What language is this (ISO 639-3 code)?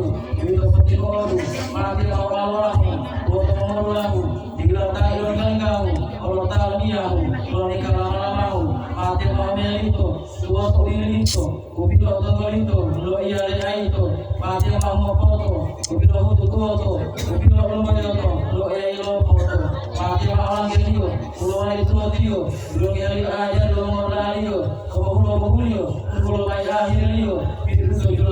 gor